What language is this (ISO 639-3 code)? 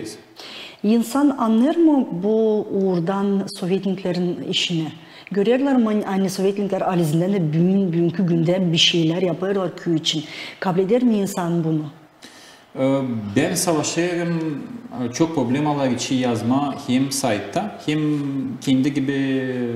gag